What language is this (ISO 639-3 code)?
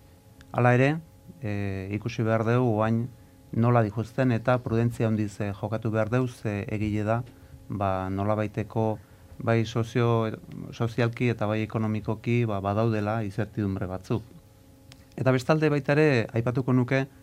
eus